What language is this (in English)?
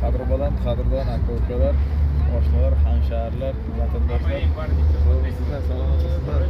Uzbek